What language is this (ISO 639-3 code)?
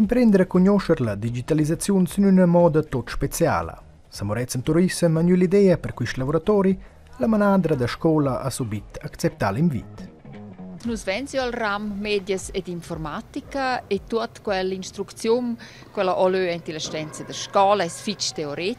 roh